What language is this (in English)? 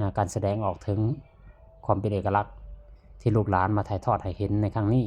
Lao